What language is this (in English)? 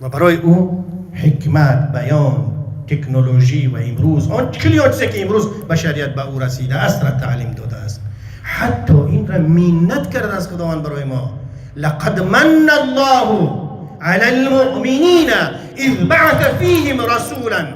Tajik